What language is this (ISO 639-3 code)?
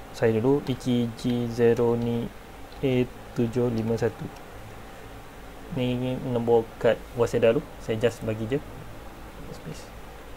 msa